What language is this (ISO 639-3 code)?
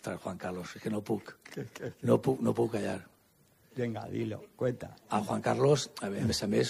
cat